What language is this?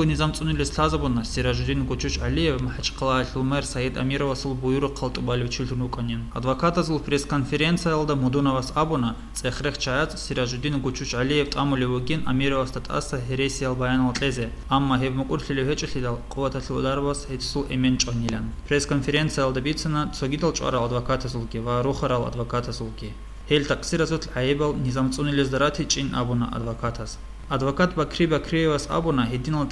Avaric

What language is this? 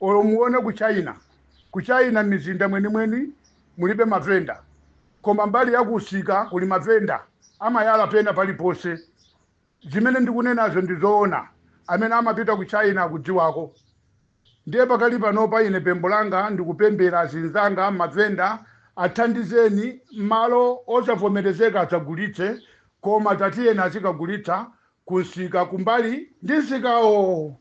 Nyanja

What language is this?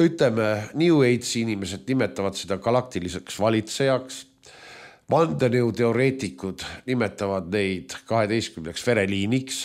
Estonian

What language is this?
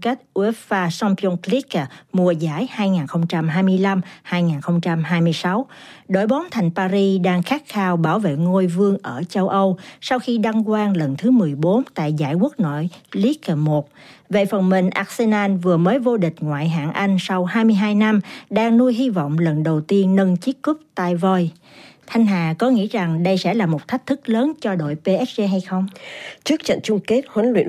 Vietnamese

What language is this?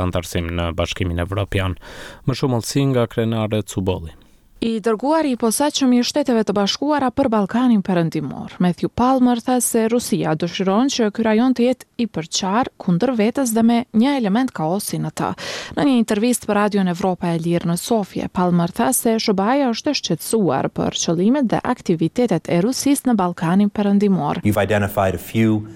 Albanian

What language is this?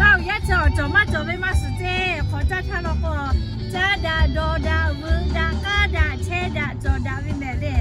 Lahu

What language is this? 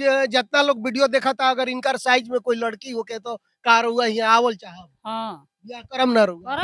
Bhojpuri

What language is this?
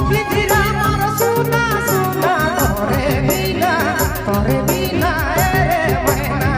Sadri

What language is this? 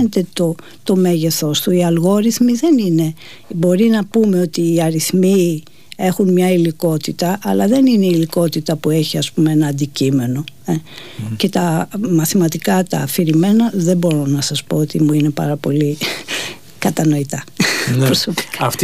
Greek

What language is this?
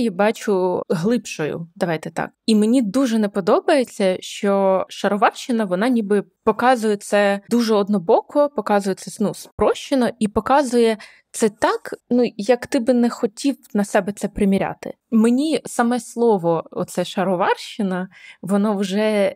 Ukrainian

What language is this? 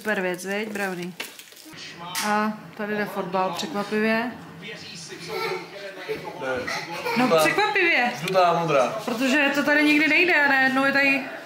Czech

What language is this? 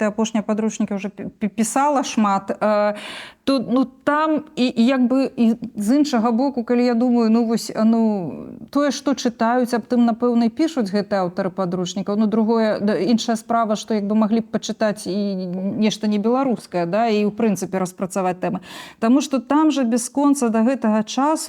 Belarusian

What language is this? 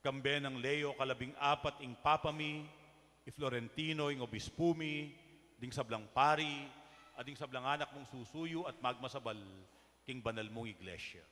Pampanga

